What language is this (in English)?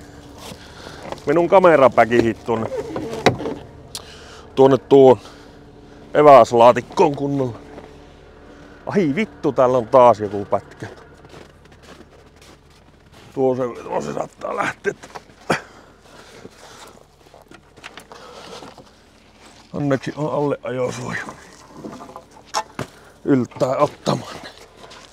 Finnish